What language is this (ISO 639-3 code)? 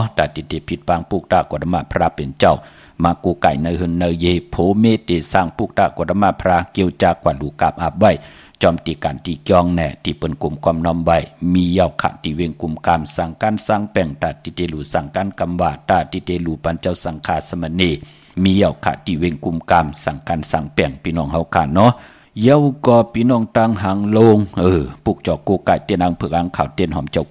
shn